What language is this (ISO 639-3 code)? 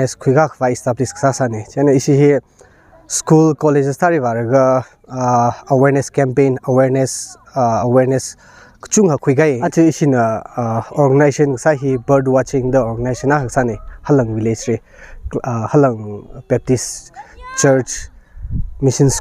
nmf